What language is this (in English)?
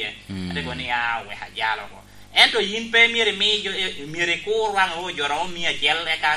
Lango (Uganda)